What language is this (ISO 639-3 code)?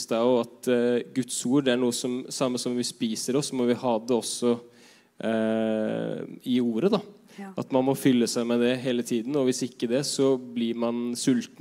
nor